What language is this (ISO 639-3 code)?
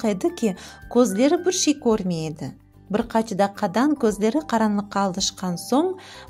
crh